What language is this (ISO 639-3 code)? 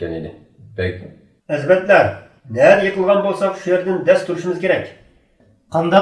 uig